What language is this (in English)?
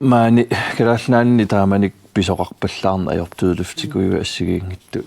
Kalaallisut